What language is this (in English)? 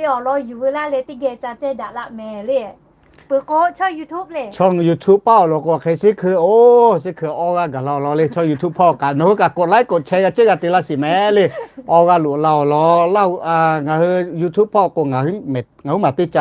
Lahu